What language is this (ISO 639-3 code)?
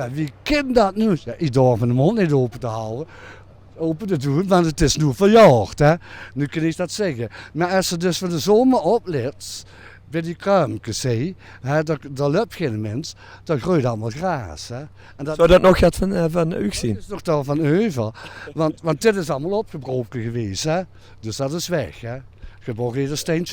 lim